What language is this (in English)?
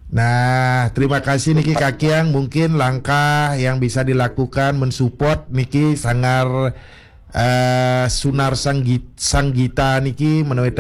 Balinese